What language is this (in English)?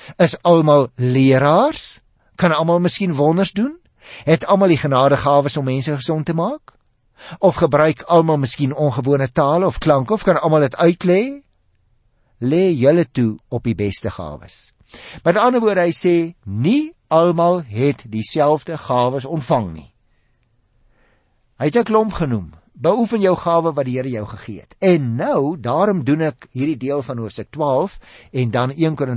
Afrikaans